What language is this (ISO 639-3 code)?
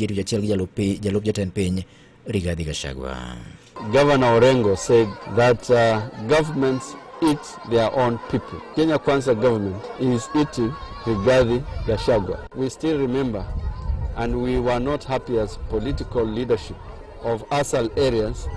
luo